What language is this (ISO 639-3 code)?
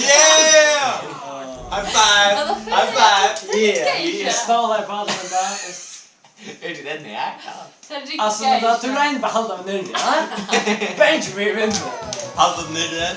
fao